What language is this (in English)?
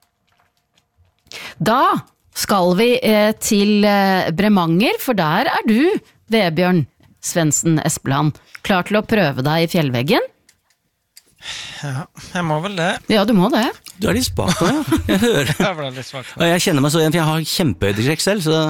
Norwegian